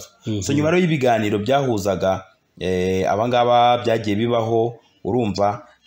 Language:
Kinyarwanda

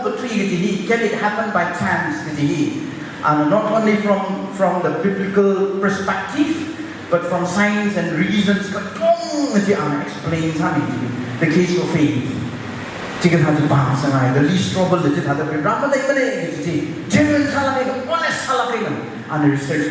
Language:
Tangkhul Naga (India)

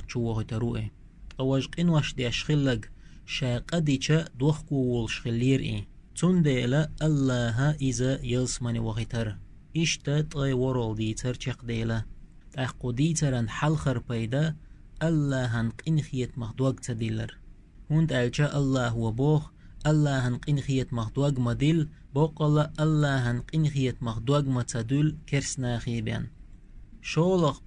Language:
Chechen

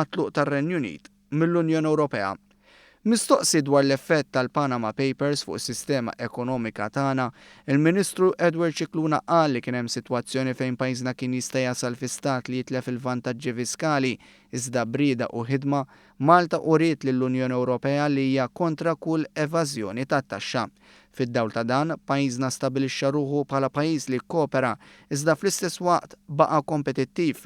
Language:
Maltese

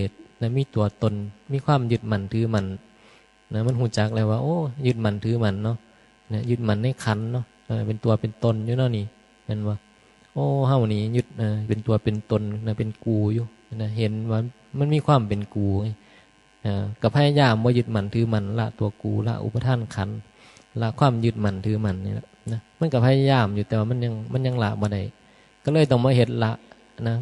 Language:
Northeastern Thai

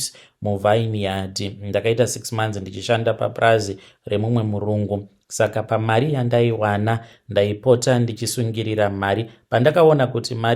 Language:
Shona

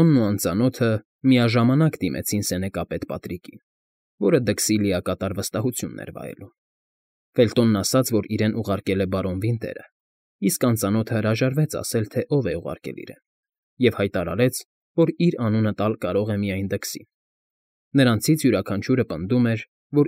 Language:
Armenian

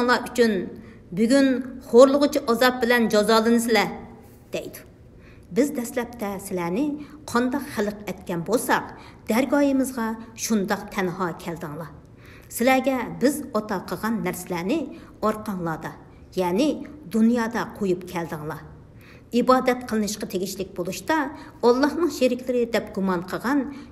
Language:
Uyghur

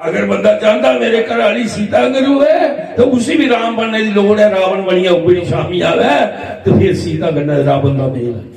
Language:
Dogri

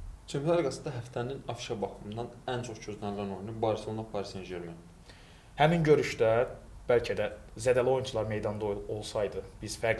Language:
Azerbaijani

